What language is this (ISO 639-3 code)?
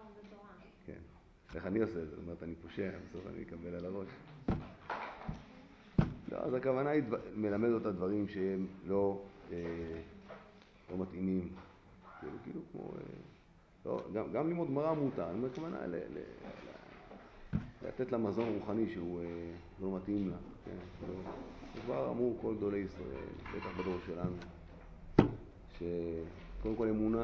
heb